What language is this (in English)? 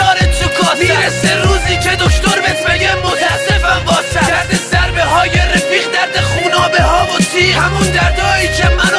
Persian